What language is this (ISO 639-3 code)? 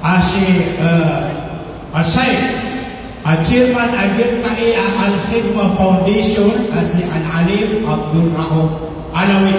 mrw